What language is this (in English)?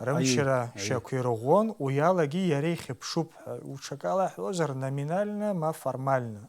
Abkhazian